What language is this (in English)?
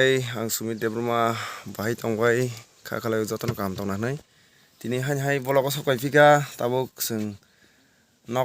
Kok Borok